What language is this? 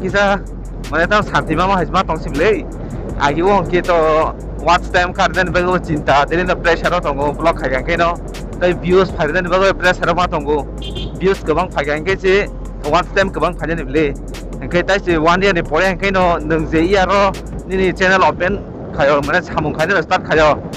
Kok Borok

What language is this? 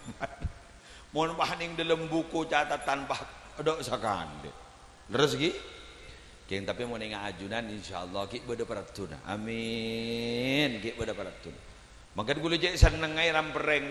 Madurese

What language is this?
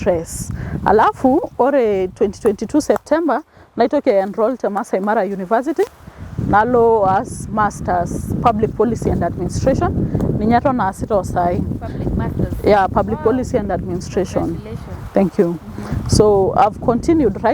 Masai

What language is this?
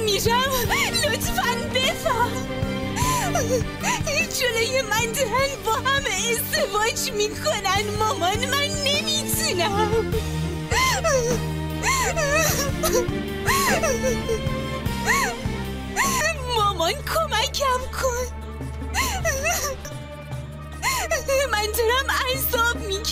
Persian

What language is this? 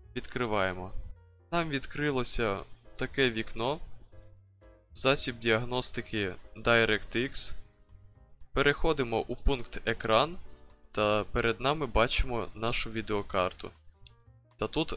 Ukrainian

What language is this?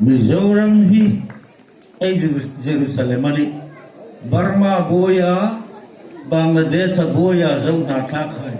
Hmar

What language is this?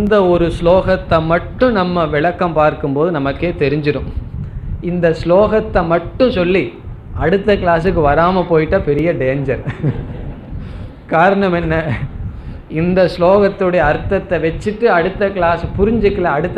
Tamil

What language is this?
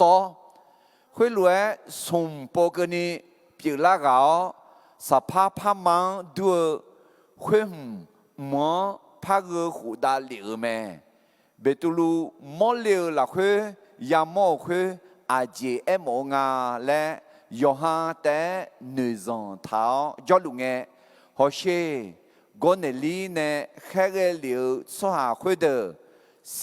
Akha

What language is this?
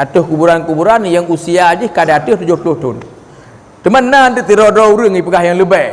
Achinese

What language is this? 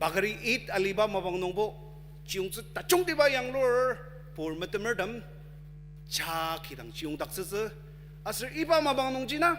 Ao Naga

